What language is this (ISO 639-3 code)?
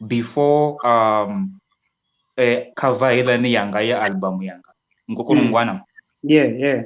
ven